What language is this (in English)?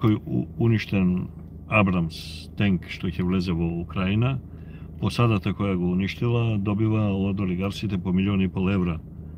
Macedonian